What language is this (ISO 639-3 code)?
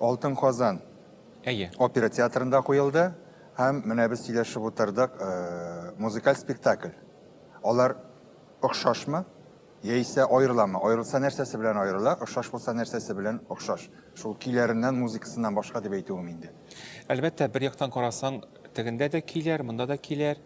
tat